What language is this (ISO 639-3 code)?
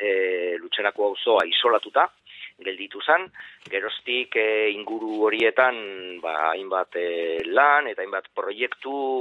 eus